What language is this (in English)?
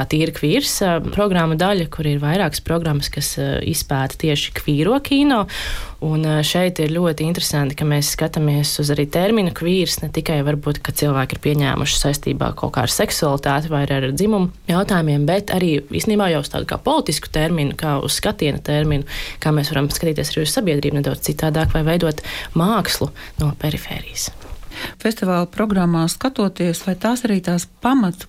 Latvian